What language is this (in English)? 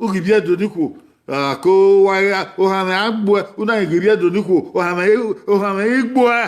Bini